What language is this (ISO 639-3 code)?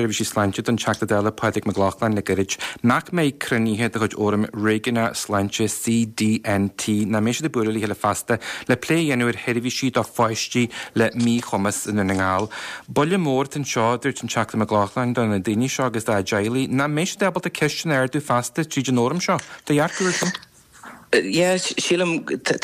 gle